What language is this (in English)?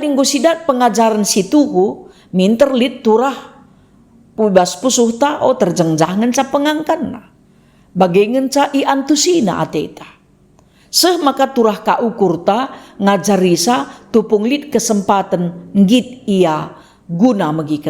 Batak Karo